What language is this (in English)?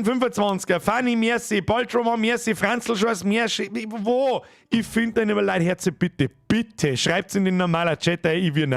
Bavarian